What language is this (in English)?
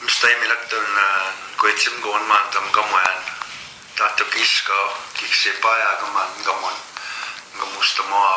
Plains Cree